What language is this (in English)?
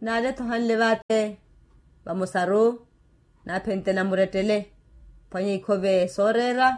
Makhuwa